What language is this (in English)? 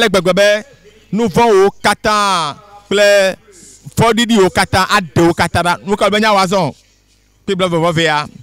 Ewe